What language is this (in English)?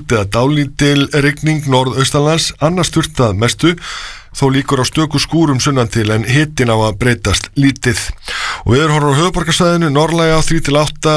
Icelandic